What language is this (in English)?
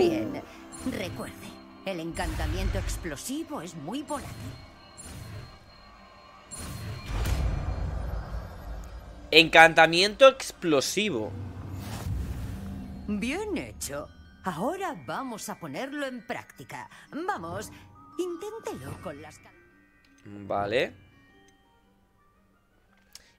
Spanish